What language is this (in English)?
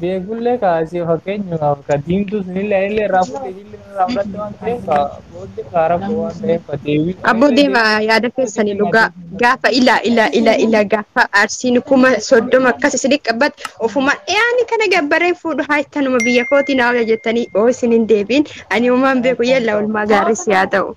Oromo